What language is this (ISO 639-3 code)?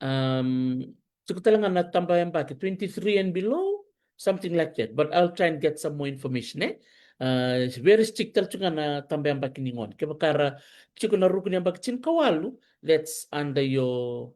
fij